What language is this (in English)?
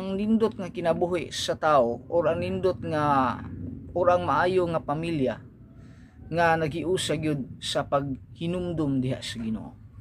Cebuano